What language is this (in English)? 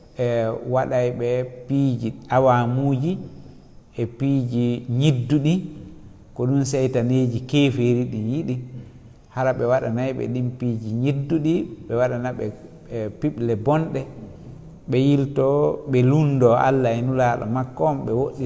Fula